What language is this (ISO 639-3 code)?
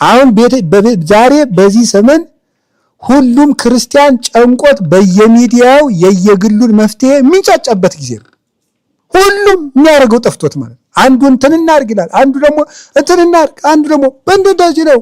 amh